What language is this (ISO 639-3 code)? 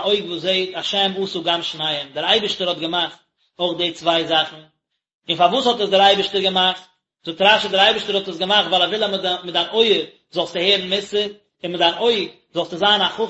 yid